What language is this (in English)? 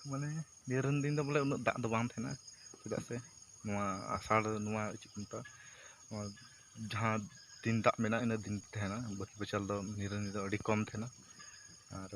Santali